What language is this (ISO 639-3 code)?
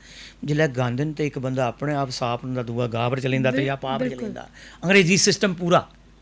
doi